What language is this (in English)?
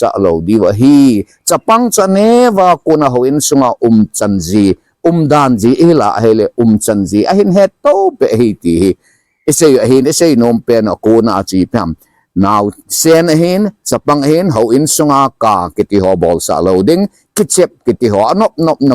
Thado Chin